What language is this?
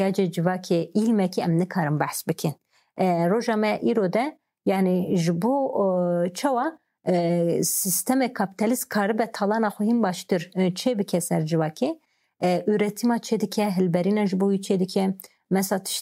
Kurdish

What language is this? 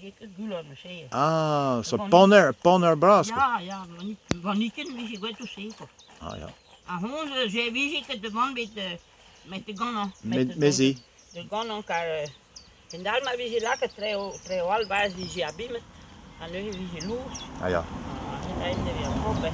Breton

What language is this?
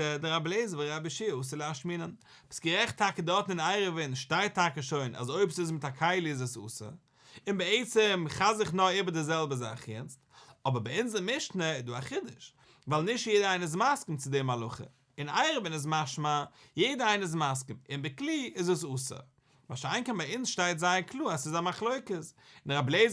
Yiddish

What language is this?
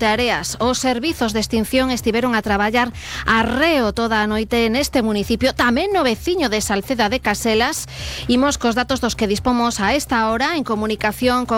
Galician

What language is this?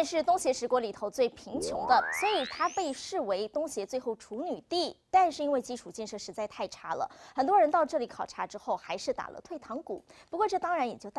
Chinese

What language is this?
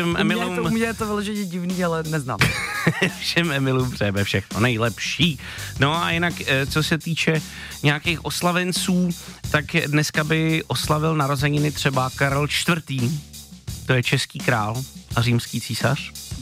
Czech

